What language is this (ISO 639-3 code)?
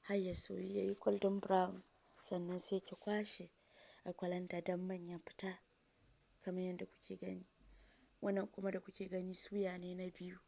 hau